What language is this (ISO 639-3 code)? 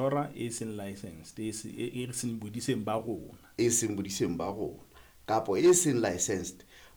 sot